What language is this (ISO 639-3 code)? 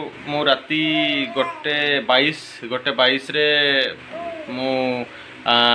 ori